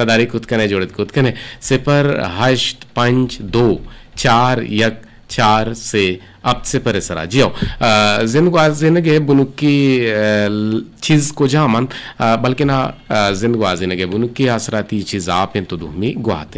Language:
Eastern Balochi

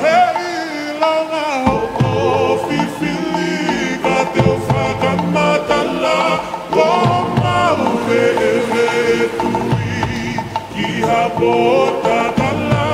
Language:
Tongan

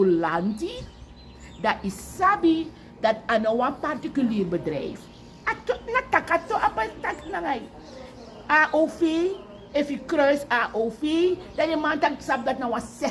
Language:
Sranan Tongo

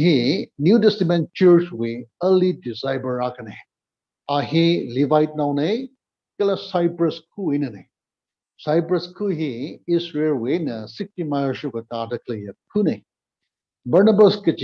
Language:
Tangkhul Naga (India)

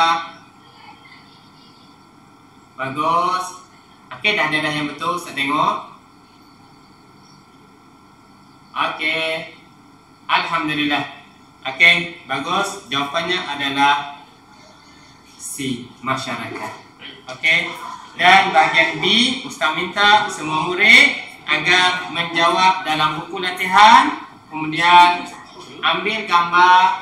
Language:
Malay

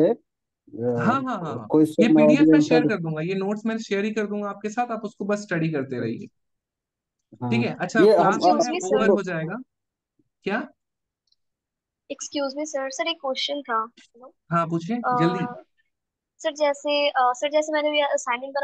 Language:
Hindi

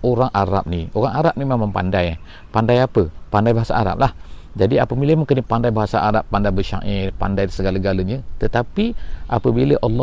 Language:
Malay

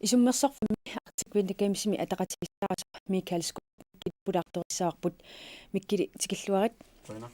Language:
Kalaallisut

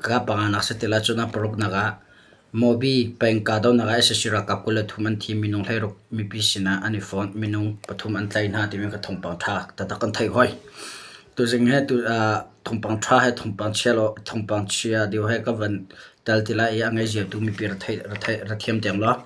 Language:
Hakha Chin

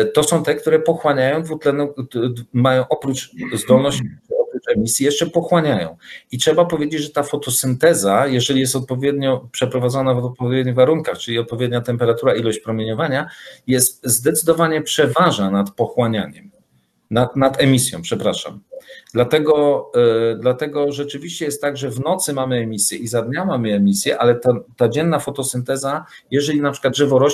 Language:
Polish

